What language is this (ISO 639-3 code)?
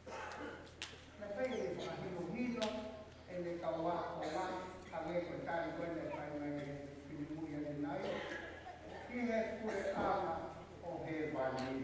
ton